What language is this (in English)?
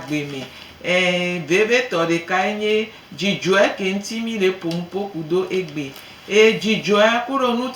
Gen